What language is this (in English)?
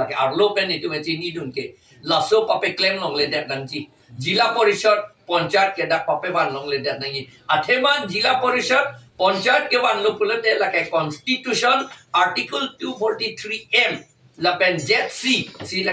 Karbi